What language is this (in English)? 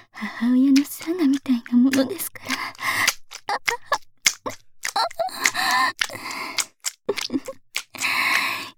Japanese